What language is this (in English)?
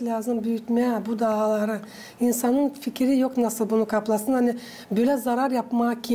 Gagauz